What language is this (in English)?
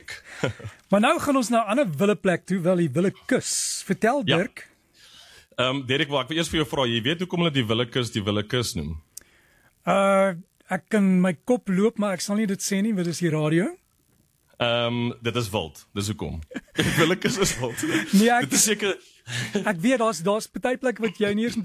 Afrikaans